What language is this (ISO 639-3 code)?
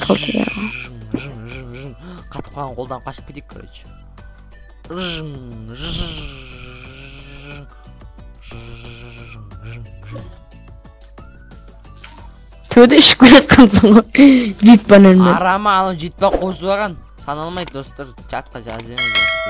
kaz